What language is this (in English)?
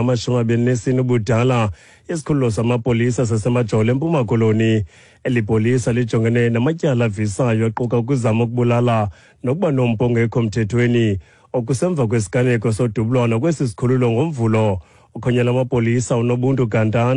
Xhosa